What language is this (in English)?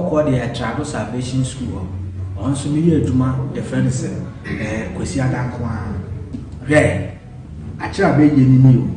Akan